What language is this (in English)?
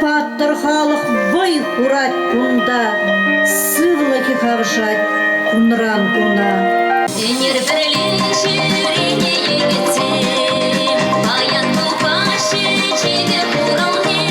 Chuvash